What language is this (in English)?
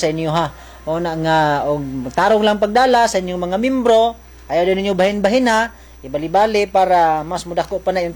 Cebuano